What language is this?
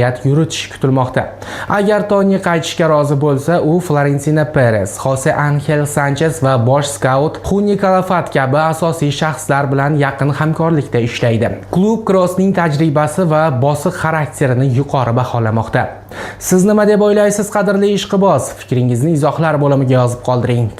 Uzbek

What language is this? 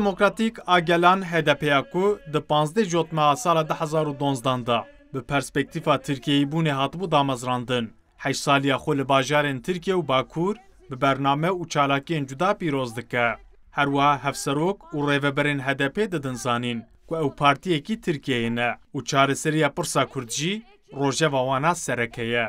Kurdish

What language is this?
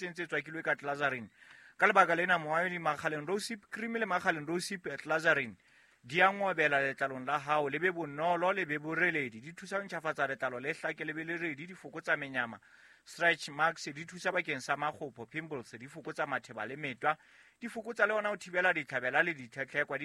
Southern Sotho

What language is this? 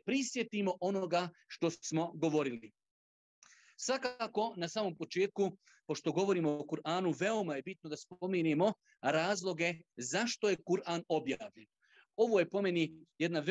Bosnian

